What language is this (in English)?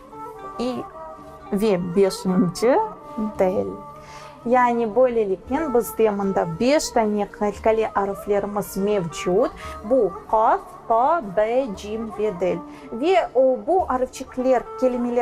Crimean Tatar